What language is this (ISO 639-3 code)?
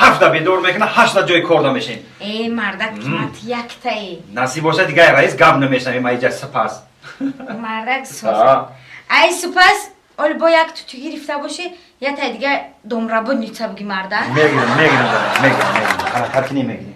tgk